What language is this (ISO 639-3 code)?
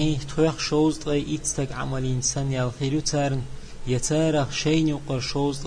che